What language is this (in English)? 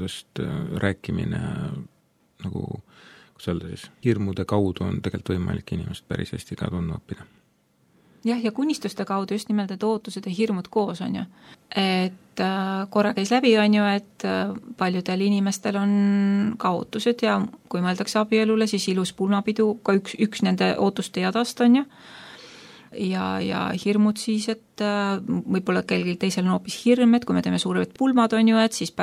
Estonian